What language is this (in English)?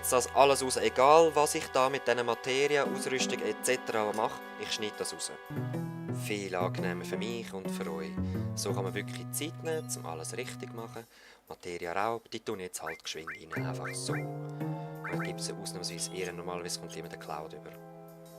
Swiss German